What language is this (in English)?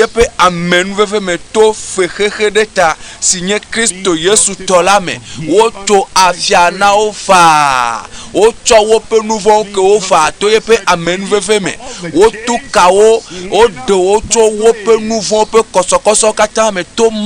Ewe